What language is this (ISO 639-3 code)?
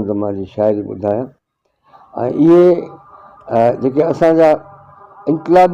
snd